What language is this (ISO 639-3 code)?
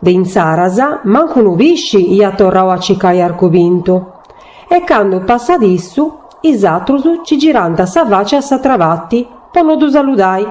srd